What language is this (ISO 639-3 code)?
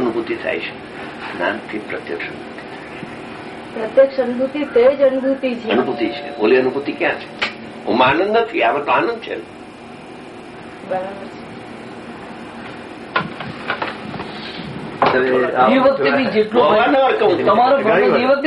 guj